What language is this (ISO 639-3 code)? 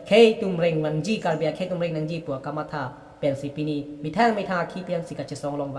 mjw